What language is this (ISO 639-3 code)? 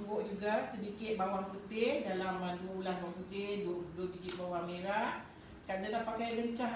msa